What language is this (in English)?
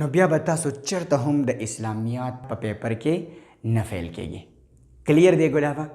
Pashto